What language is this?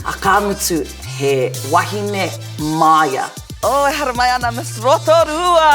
Māori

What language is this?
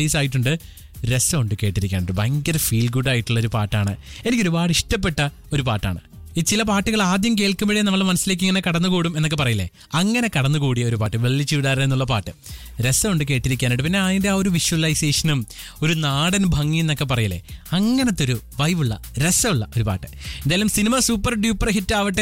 Malayalam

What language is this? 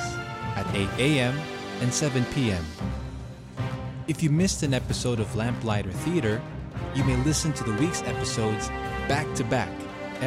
English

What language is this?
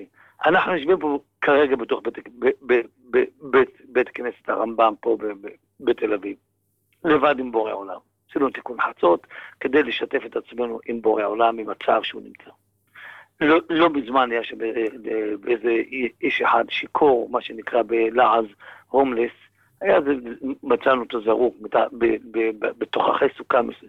Hebrew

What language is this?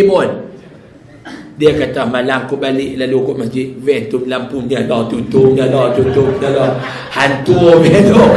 Malay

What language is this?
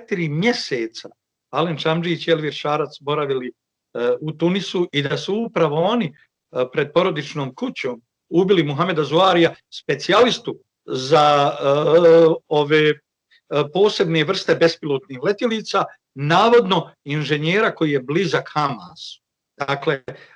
Bosnian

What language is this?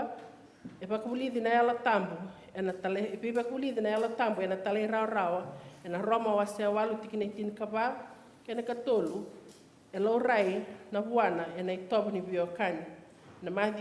Fijian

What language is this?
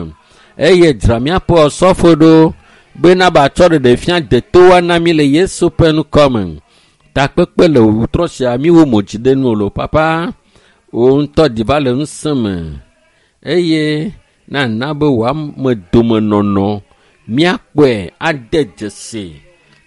Ewe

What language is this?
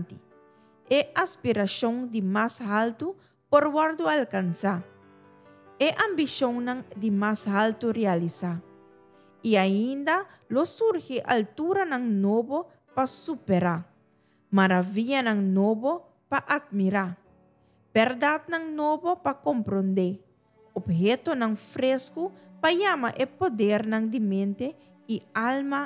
Papiamento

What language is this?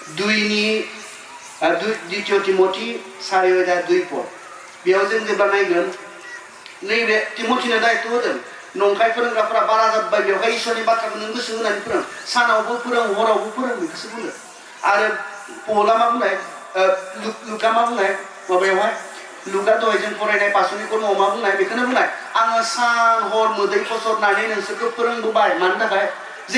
Bodo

